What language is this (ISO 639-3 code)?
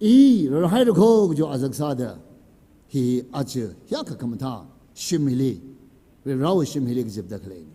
nmf